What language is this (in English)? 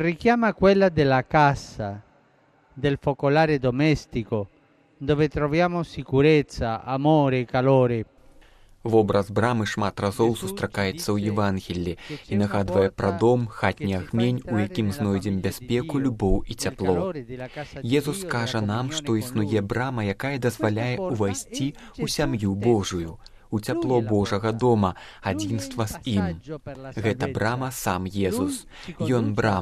Belarusian